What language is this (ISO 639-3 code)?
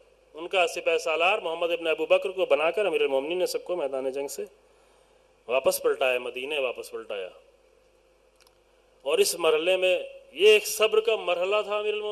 urd